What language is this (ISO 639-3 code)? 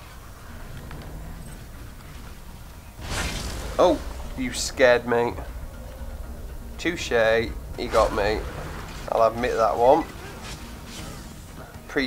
eng